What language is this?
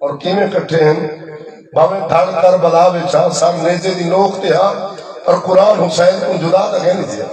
Saraiki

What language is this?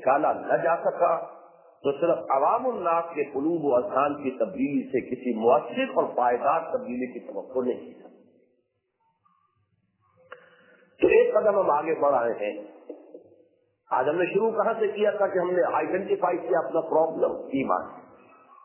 Urdu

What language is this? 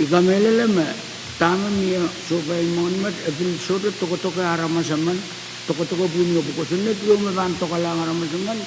Pohnpeian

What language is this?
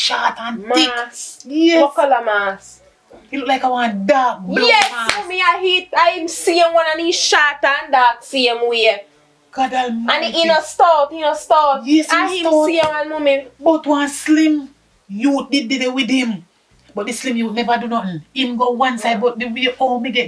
Jamaican Creole English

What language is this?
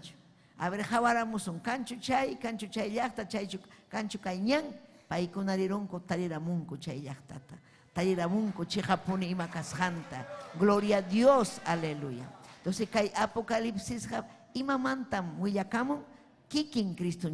Ayacucho Quechua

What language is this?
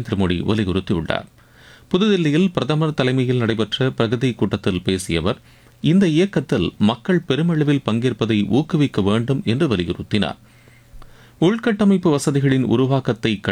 Tamil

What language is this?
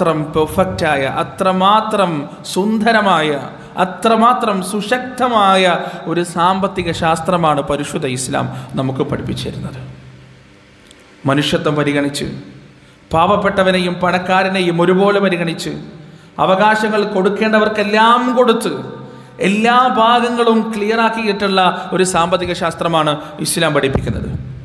Malayalam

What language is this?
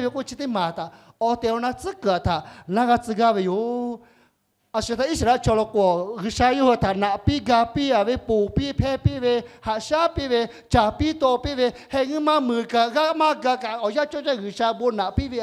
Lahu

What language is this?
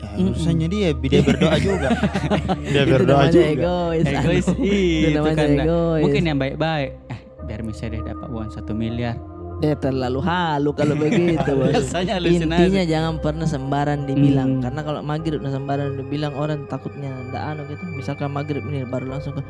Makassar Malay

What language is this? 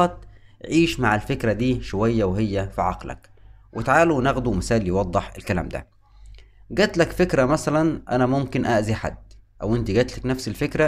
Egyptian Arabic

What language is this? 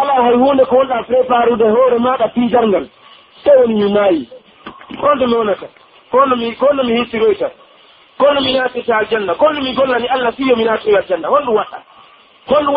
Pular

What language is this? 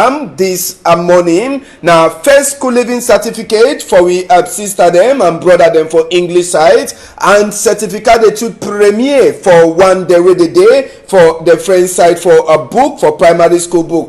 Cameroon Pidgin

